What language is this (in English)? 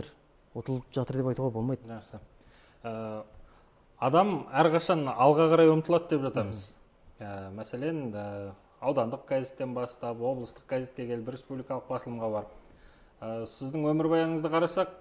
Kazakh